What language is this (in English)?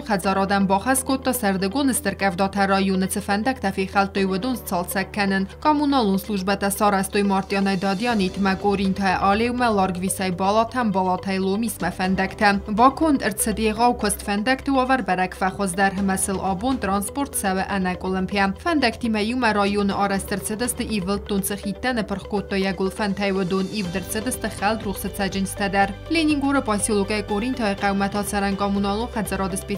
Ossetic